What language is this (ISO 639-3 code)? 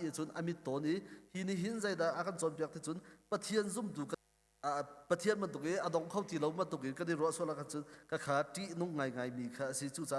cnh